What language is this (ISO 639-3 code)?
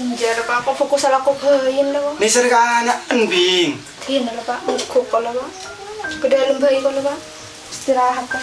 mad